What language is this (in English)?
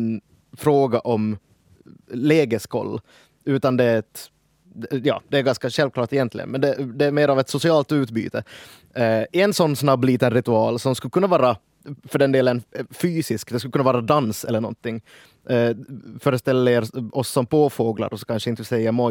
Swedish